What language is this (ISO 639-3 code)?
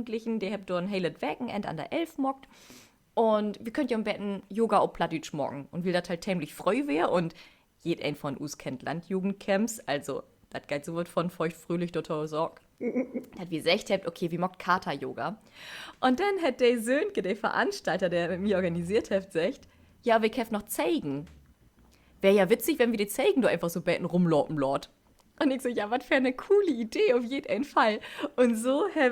nds